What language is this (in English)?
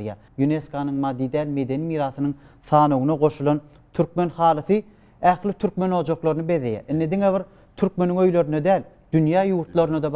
Turkmen